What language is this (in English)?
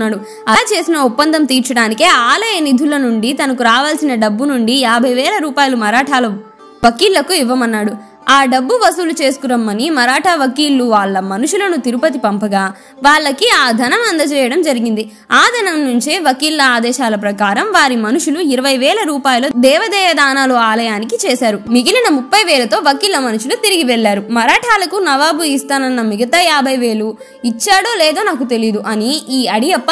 Telugu